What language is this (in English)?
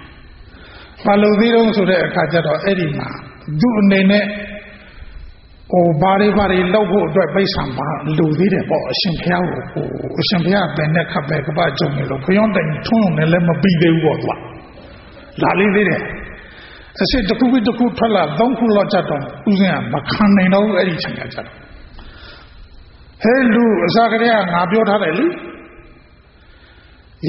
Burmese